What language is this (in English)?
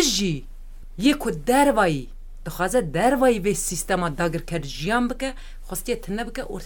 Kurdish